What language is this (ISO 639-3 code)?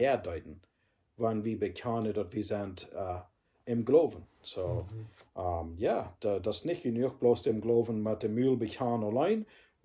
pdt